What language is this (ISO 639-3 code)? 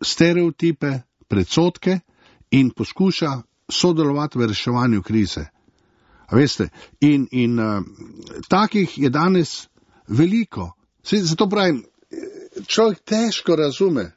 slv